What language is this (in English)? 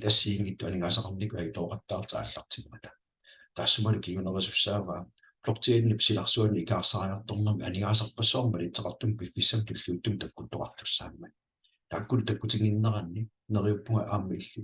Kalaallisut